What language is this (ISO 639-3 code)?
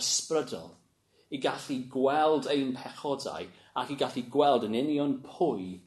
cym